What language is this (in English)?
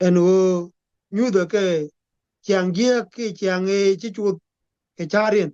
Nuer